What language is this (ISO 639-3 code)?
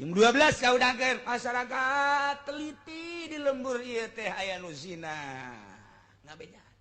sun